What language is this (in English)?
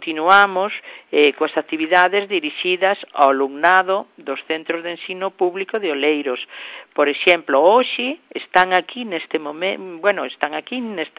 Galician